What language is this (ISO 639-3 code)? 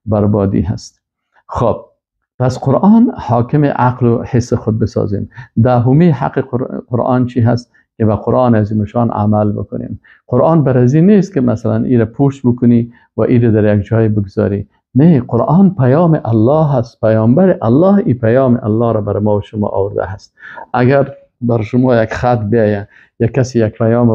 fas